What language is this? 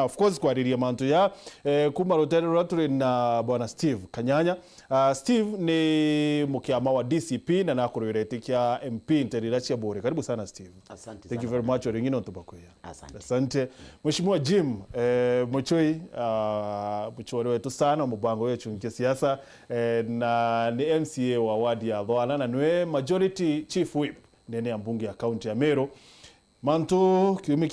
Meru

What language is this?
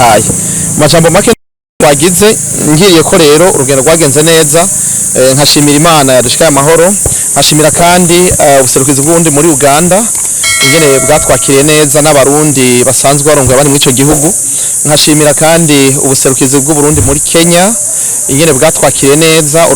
Rundi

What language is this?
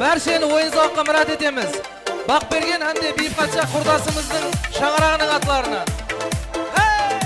Kara-Kalpak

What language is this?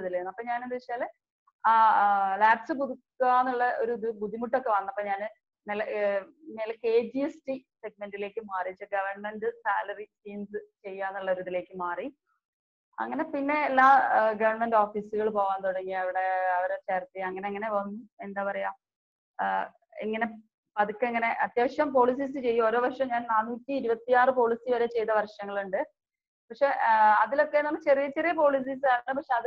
Malayalam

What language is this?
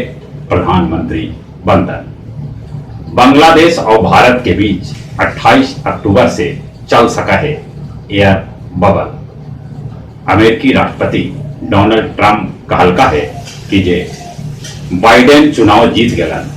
Magahi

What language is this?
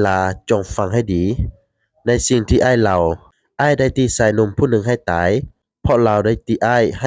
Lao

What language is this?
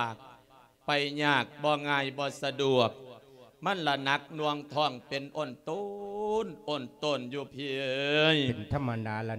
Lao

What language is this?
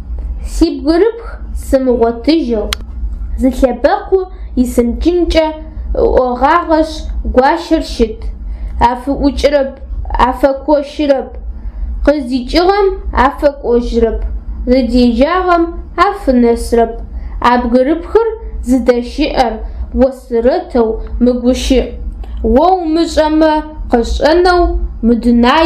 Adyghe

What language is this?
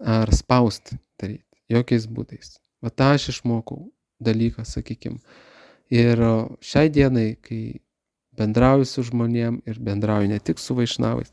Lithuanian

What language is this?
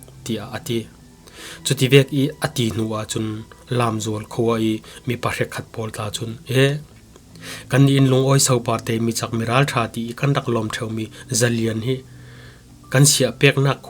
Falam Chin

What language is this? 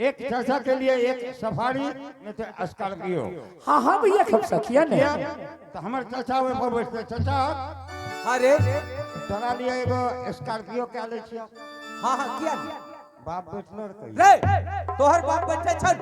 Angika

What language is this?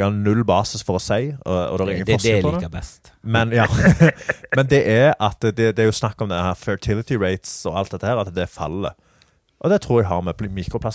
Norwegian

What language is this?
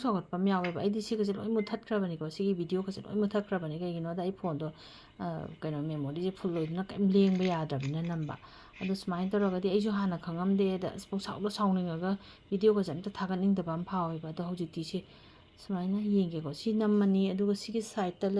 Manipuri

